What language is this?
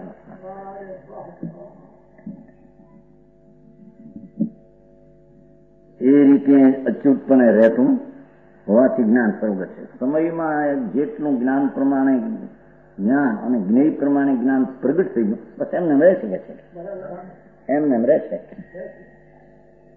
Gujarati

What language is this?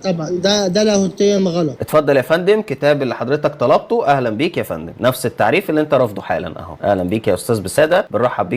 Egyptian Arabic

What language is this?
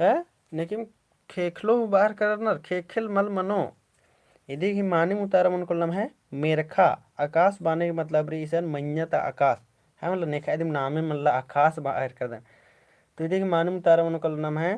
Kurukh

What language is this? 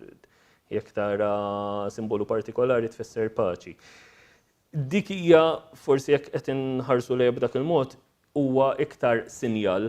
Maltese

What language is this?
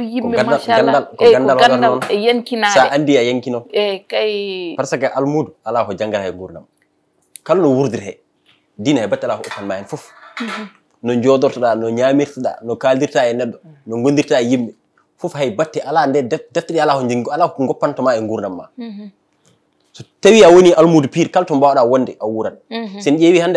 Fula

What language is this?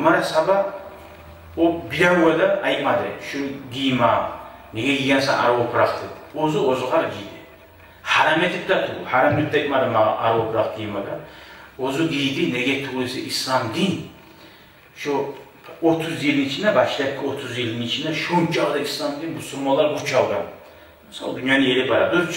Kumyk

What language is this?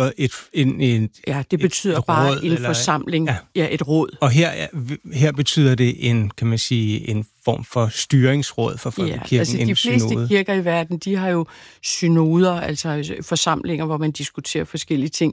Danish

